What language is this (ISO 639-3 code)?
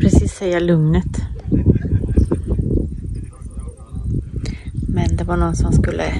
swe